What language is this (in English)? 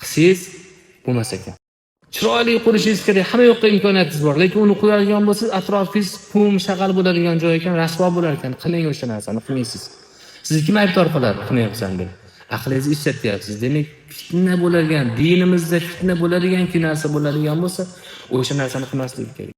Uzbek